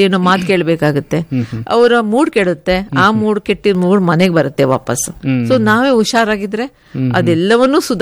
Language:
Kannada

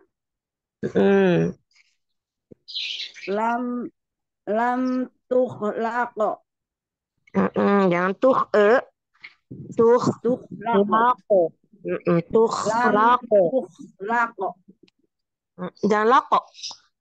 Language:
Indonesian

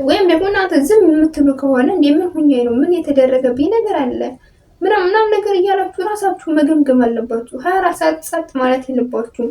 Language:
Amharic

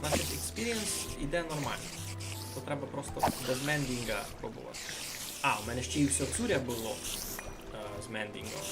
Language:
Rusyn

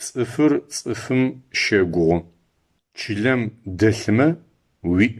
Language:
Adyghe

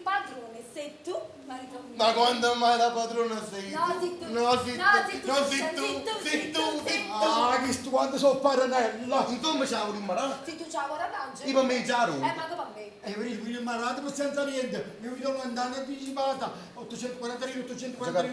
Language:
Neapolitan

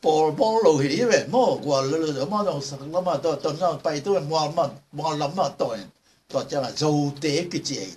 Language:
Tedim Chin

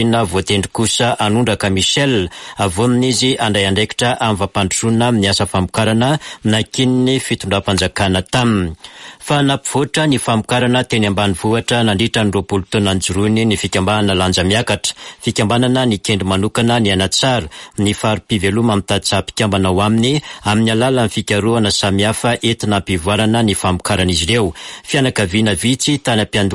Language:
Malagasy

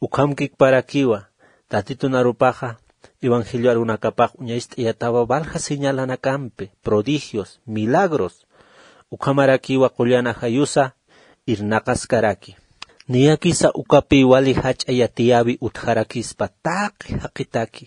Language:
Aymara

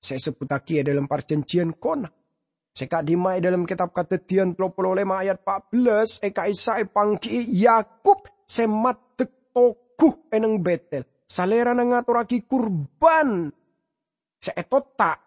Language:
Madurese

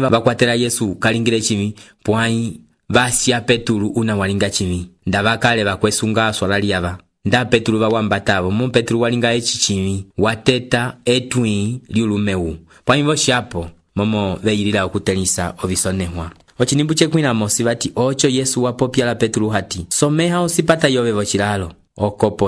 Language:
Umbundu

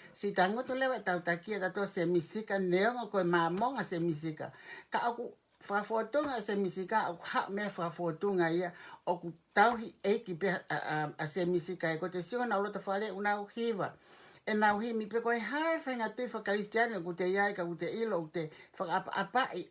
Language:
Tongan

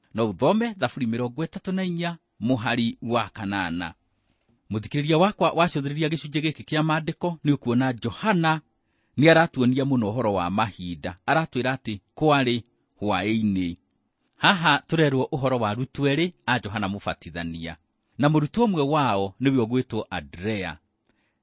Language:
Kikuyu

